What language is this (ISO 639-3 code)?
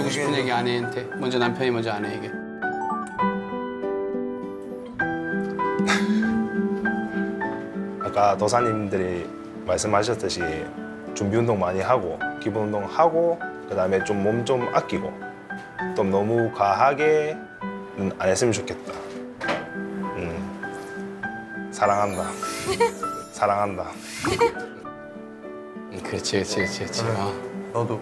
kor